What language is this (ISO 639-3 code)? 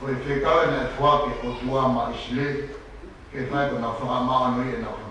ton